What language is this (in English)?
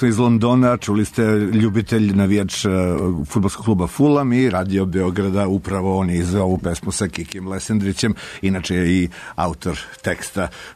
Serbian